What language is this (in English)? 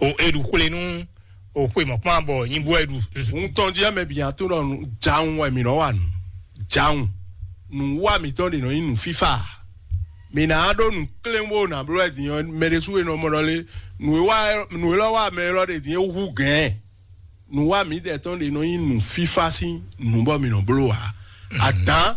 Fon